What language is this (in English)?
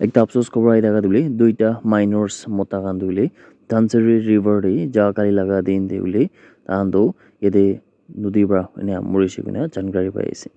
Naga Pidgin